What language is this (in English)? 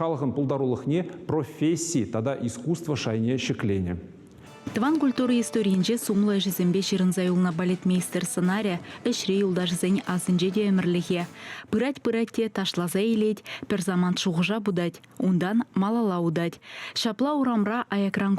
Chuvash